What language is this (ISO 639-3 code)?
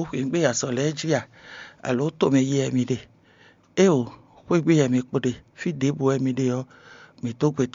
fon